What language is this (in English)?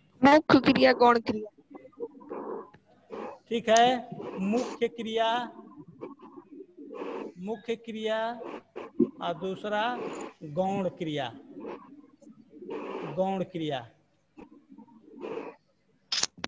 Hindi